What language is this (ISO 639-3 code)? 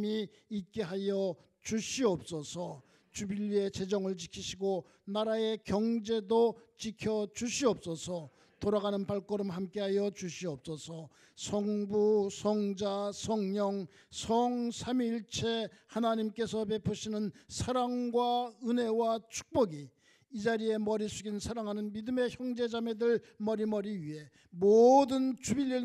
kor